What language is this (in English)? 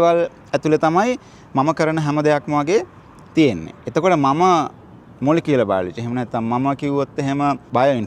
Sinhala